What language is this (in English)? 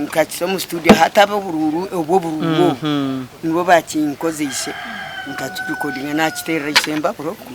Nyankole